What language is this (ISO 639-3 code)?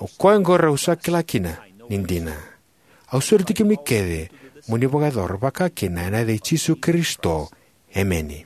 fij